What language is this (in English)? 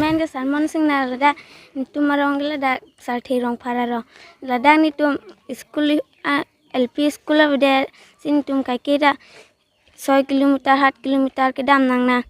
Karbi